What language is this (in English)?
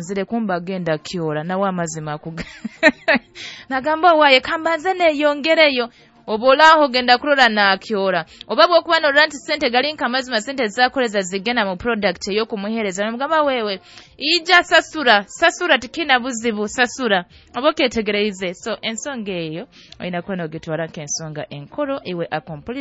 Nyoro